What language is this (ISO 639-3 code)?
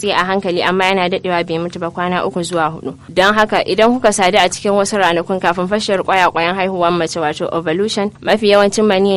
hau